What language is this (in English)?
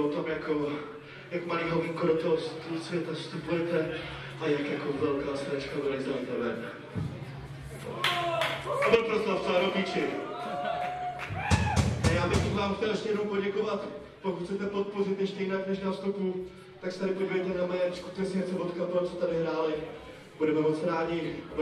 Czech